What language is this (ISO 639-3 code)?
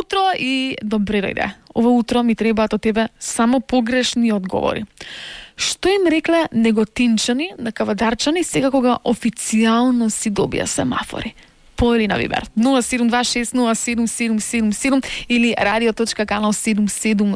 mkd